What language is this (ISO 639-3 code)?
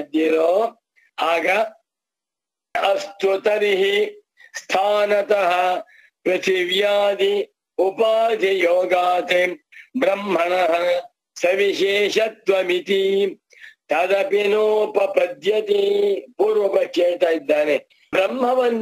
kan